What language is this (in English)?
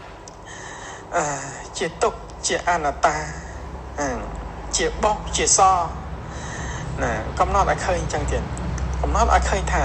Khmer